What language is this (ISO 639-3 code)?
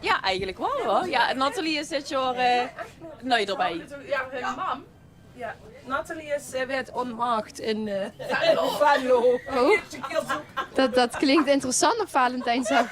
lim